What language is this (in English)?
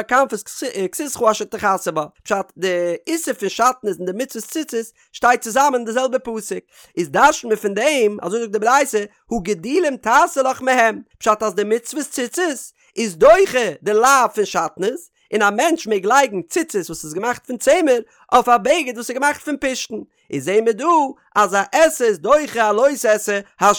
Yiddish